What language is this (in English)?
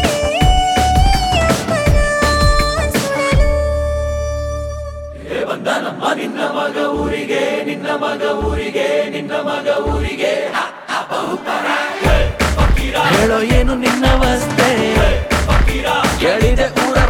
Kannada